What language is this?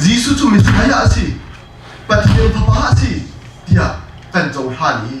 Hakha Chin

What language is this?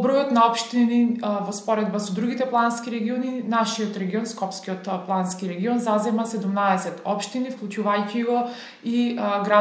Macedonian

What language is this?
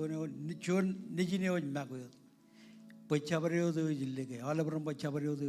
Marshallese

